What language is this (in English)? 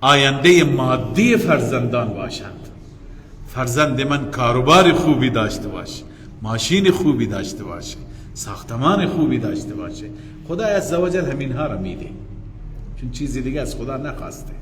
Persian